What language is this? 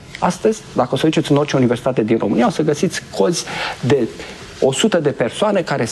Romanian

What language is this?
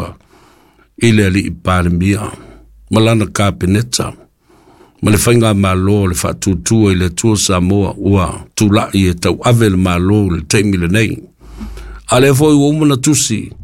Samoan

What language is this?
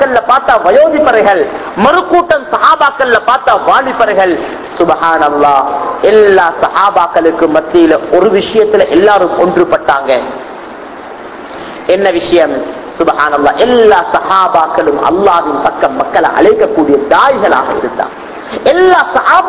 Tamil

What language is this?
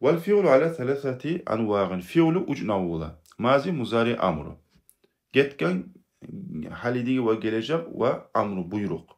Kumyk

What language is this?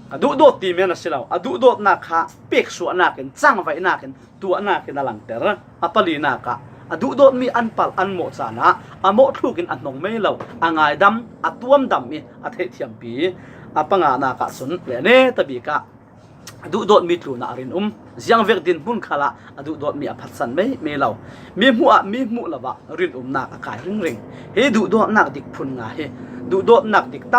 Falam Chin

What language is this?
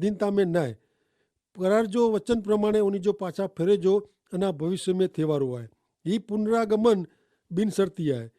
Kachhi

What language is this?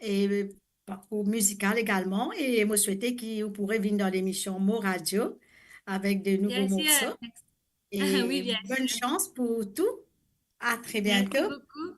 Morisyen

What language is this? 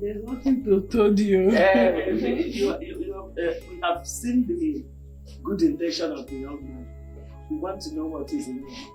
Nigerian Pidgin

